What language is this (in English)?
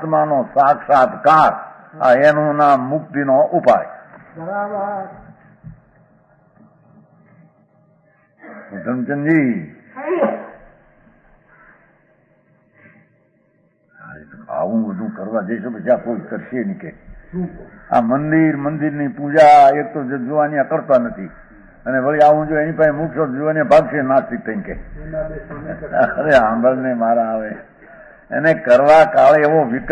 Gujarati